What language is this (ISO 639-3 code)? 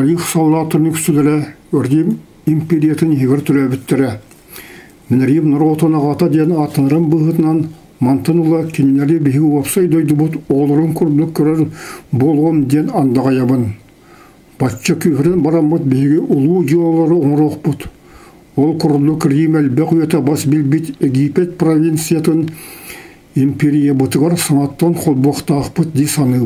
sah